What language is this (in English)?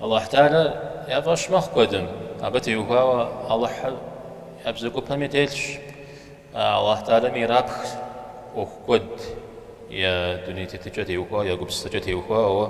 Kabardian